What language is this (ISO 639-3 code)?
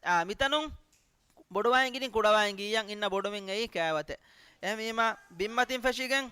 div